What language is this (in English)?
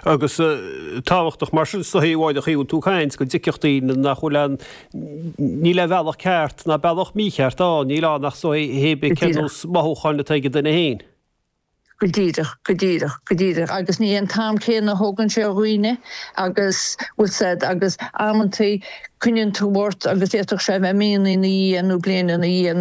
Irish